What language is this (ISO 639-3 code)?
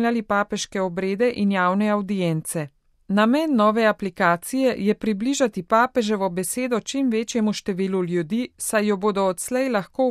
slv